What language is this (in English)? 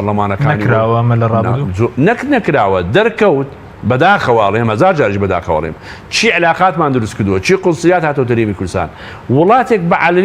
Central Kurdish